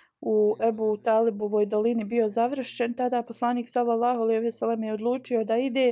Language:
Bosnian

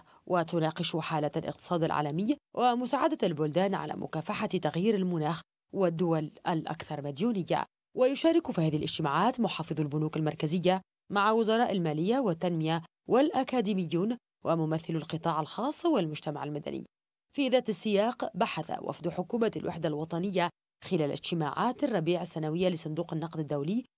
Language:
Arabic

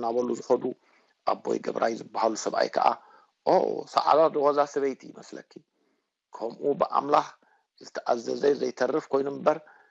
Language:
Tigrinya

